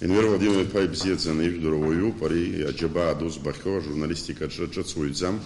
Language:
Abkhazian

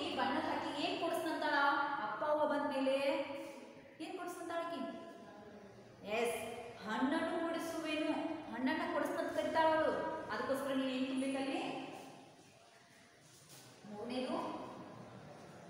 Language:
Kannada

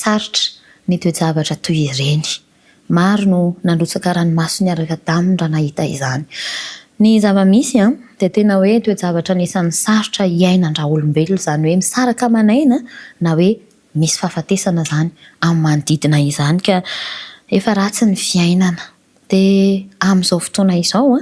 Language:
Malagasy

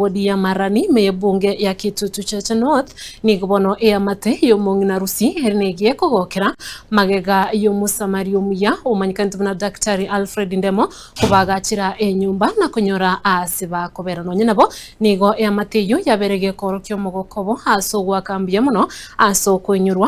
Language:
Gusii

